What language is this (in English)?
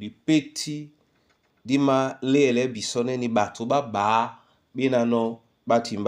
Duala